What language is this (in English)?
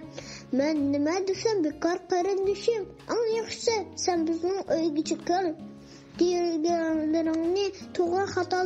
Uyghur